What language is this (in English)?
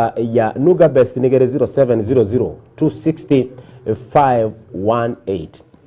Gusii